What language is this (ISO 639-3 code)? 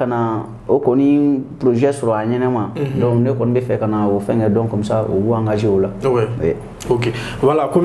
bam